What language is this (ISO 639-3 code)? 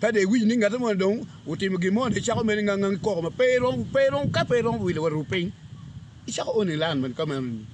ach